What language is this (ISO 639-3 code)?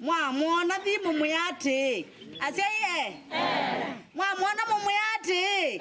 kam